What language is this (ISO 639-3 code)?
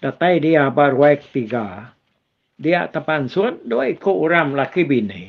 iba